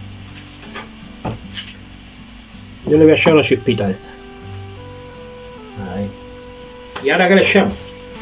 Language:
Spanish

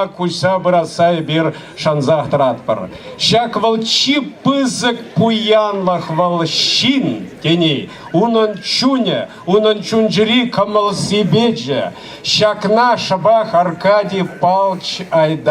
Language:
Chuvash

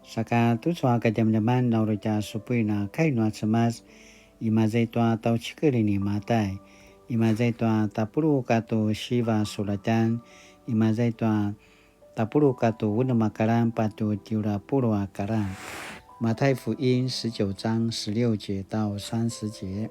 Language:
Paiwan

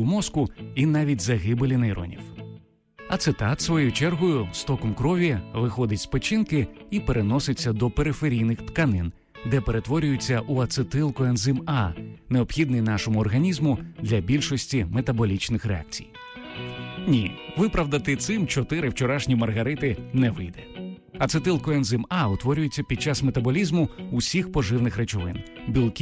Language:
Ukrainian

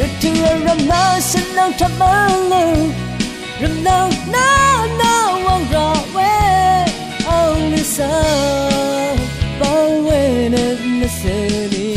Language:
Rawang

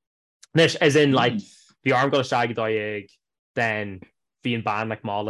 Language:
Irish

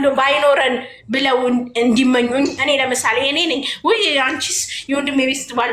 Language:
Amharic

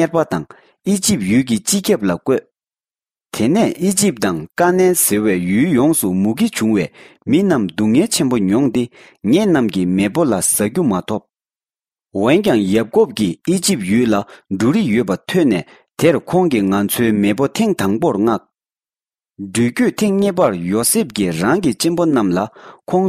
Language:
Tibetan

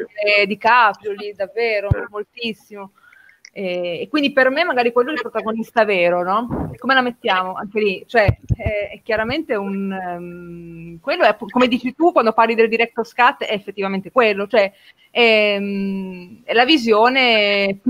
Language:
Italian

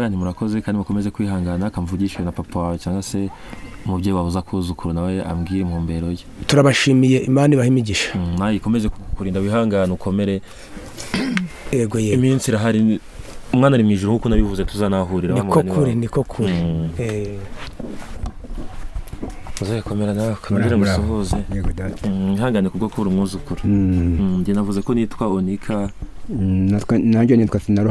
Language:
Kinyarwanda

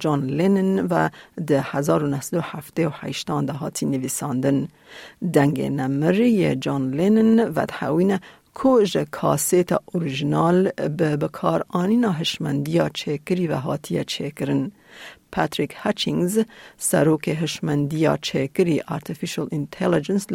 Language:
Kurdish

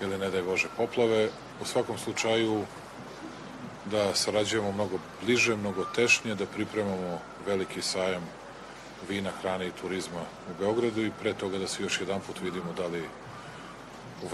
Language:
Serbian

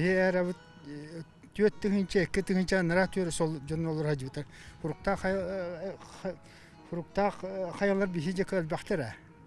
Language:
Yakut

